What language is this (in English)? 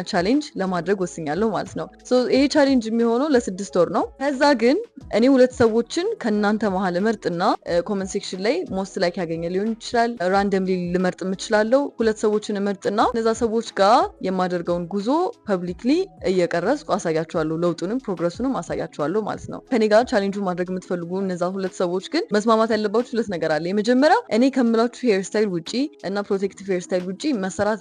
Amharic